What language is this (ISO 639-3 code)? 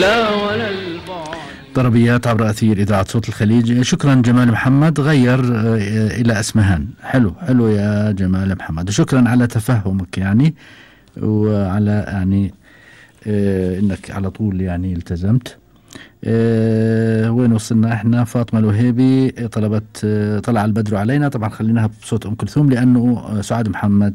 afb